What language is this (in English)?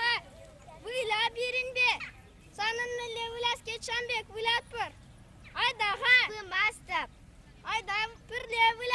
Chuvash